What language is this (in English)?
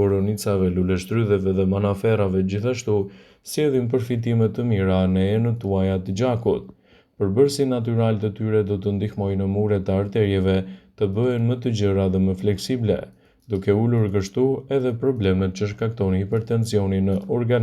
Albanian